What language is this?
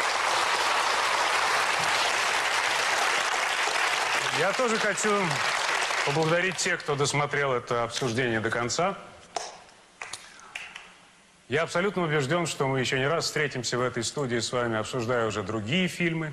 Russian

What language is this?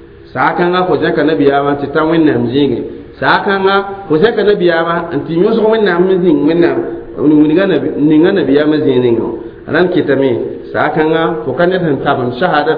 Mossi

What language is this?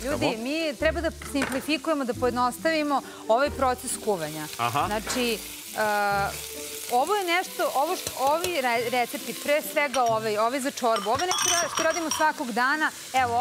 Serbian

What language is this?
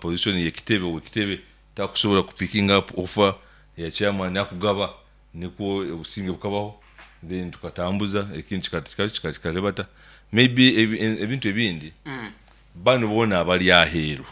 Nyankole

